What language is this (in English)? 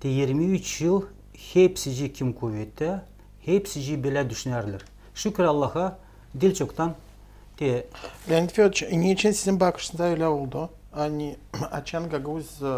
Gagauz